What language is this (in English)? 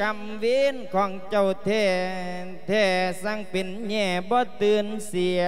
Lao